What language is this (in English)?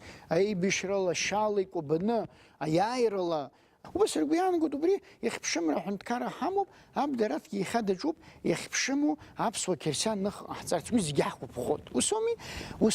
Abkhazian